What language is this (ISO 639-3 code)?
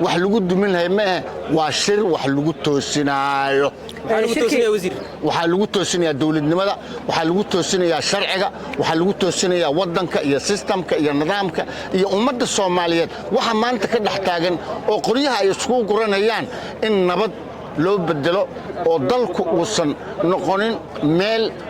som